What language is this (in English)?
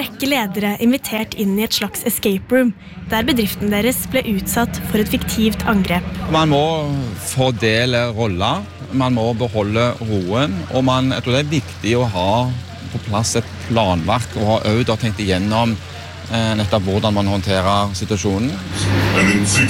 Norwegian